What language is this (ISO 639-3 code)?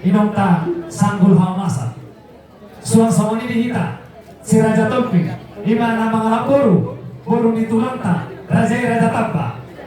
bbc